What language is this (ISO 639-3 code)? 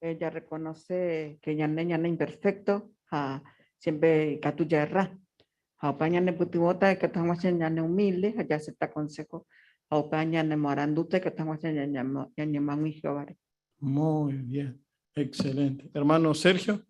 grn